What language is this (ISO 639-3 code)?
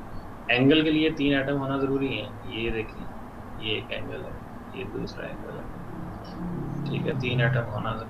hin